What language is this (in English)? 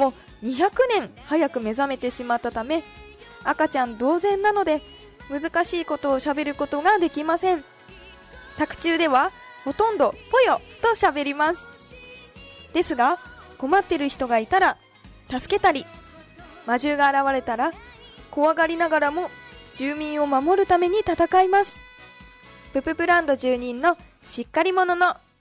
Japanese